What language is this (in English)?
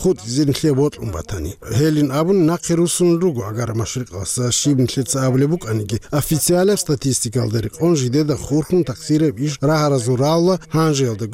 Avaric